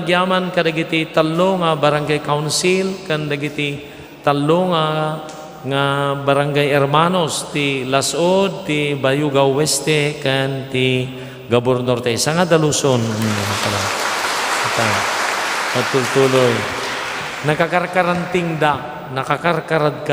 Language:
Iloko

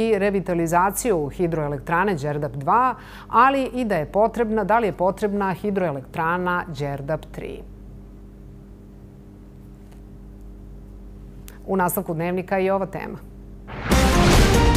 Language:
Serbian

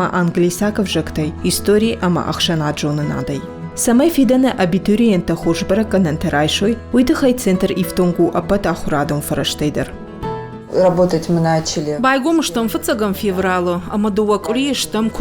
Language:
Ossetic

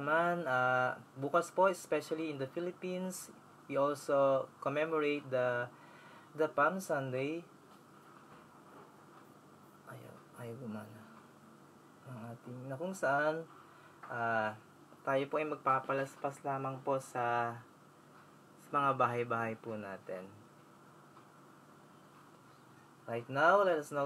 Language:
Filipino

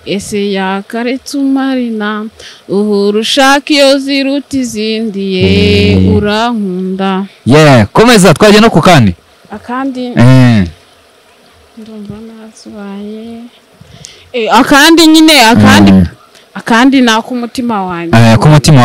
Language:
Kinyarwanda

